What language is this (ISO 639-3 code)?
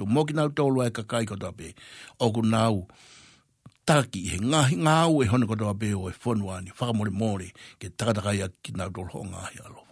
ton